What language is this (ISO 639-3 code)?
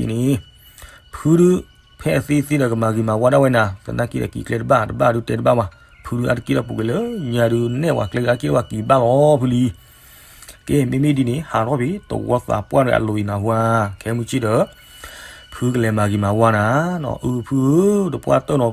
ksw